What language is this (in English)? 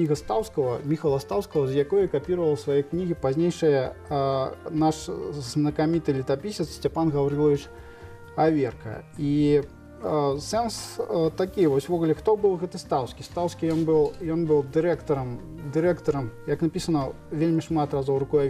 Belarusian